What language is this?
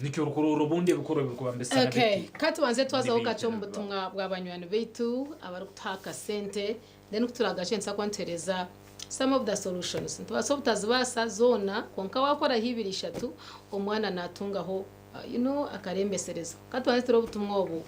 Nyankole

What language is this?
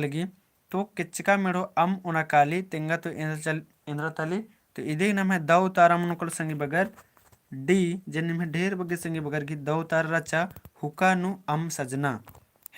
Kurukh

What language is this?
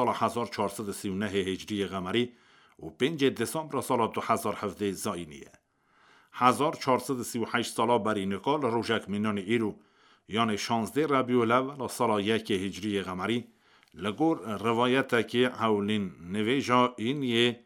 Kurdish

